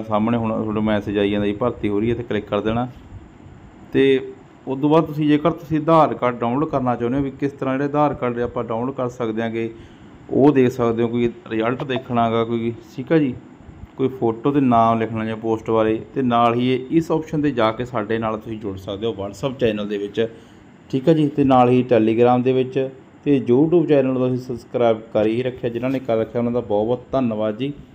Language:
Punjabi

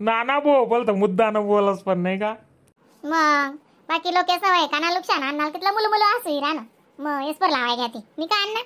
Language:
Khandesi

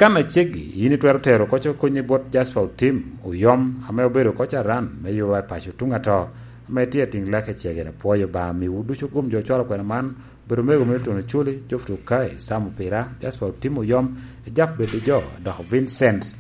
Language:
Lango (Uganda)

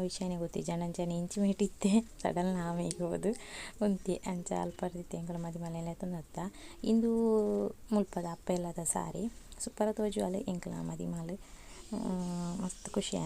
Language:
Tulu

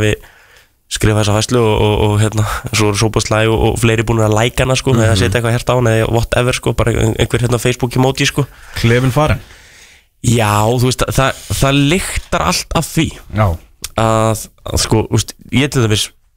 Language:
Icelandic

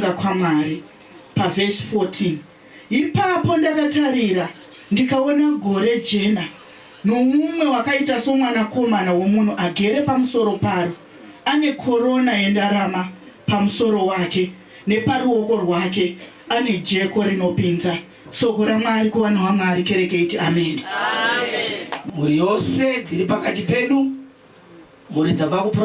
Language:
Shona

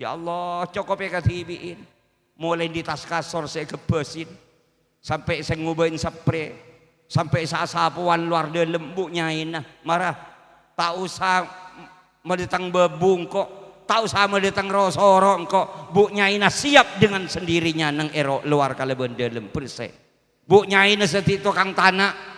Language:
Madurese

